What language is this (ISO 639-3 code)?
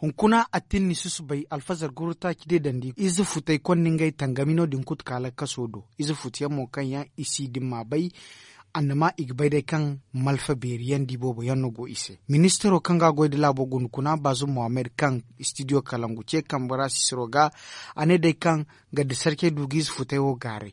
dje